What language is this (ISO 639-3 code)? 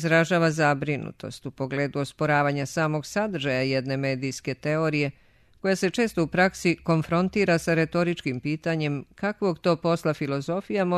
srp